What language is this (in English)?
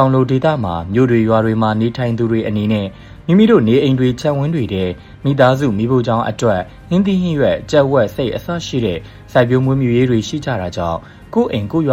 Burmese